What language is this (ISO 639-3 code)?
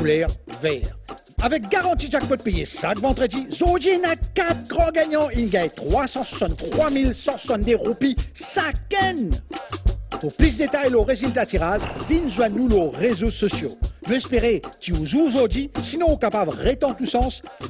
mfe